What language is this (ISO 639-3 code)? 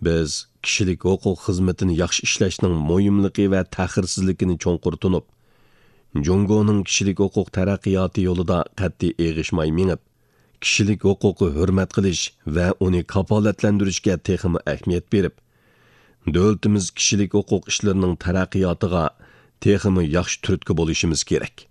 uig